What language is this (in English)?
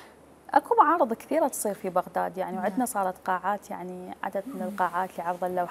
Mesopotamian Arabic